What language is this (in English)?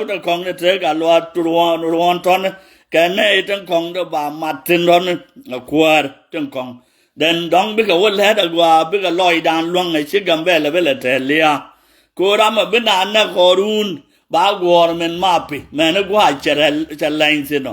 Nuer